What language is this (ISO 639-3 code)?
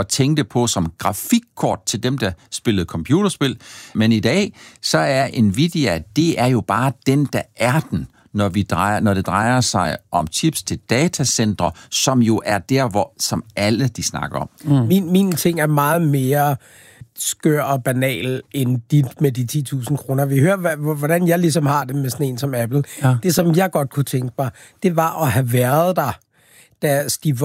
dan